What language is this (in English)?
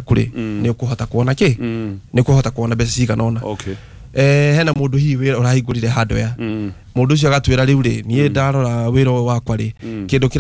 Kikuyu